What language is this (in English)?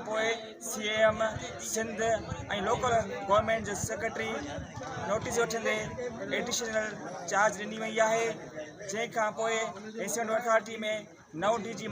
Sindhi